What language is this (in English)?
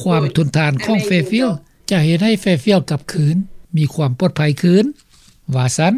Lao